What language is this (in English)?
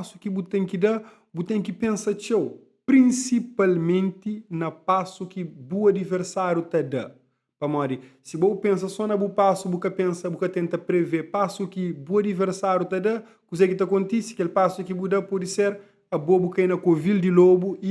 Kabuverdianu